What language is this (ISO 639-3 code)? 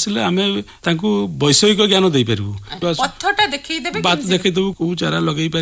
ori